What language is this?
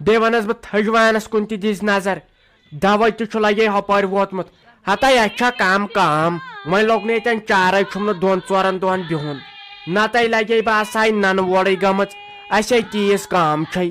Kashmiri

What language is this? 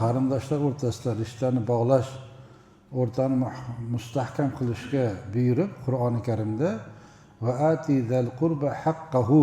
Uzbek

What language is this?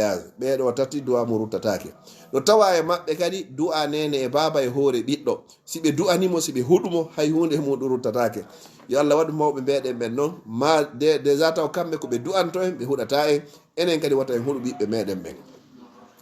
Fula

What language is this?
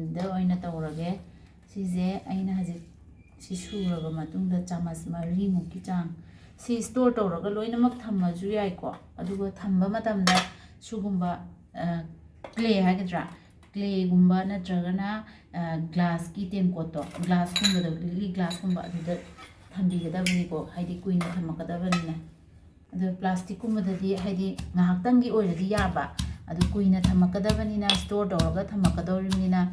Manipuri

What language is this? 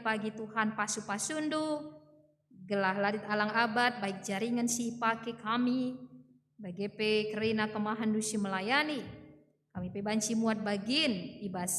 Batak Karo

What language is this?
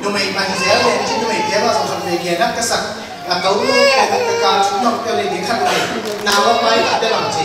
Tedim Chin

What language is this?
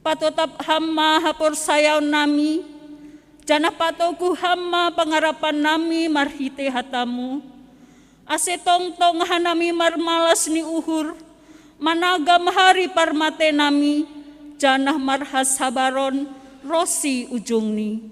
Batak Simalungun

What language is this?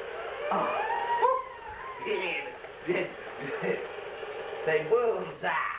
English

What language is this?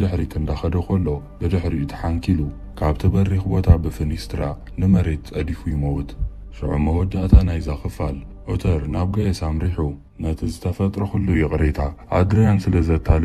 Tigrinya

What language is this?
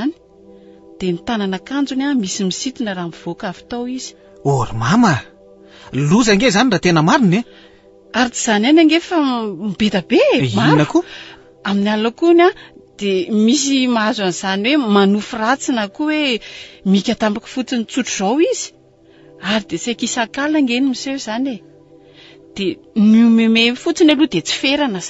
Malagasy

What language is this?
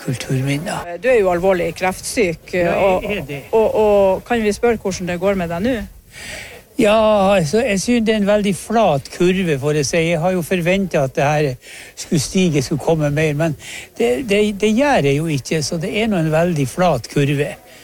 Norwegian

